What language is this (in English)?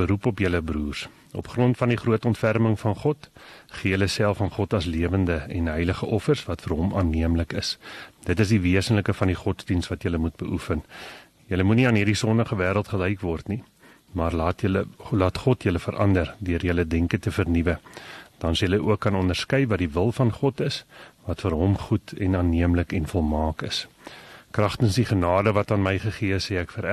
Afrikaans